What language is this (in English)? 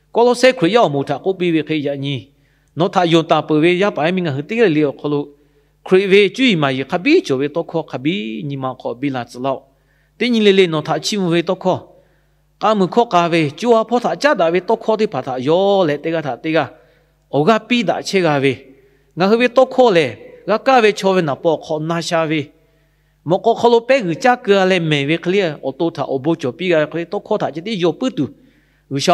Lahu